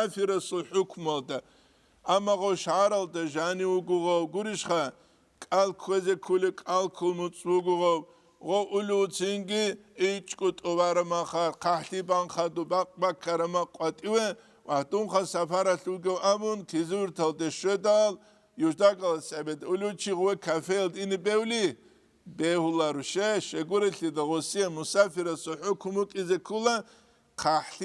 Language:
Avaric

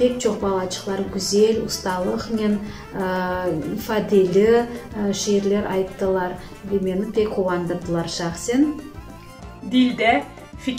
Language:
Crimean Tatar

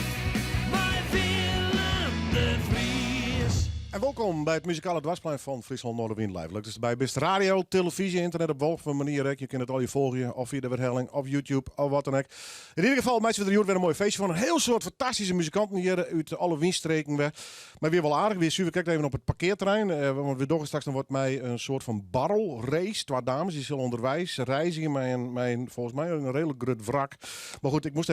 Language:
Western Frisian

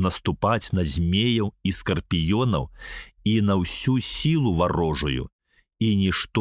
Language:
Belarusian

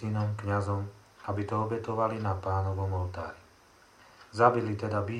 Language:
Slovak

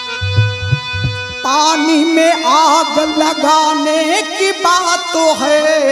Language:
Bhojpuri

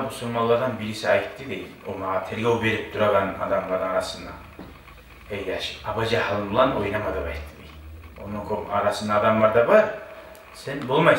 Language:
Kumyk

